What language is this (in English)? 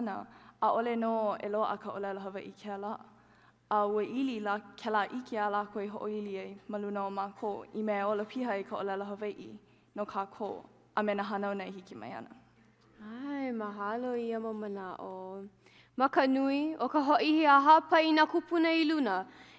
Hawaiian